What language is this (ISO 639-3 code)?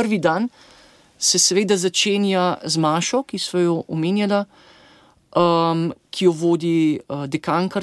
slv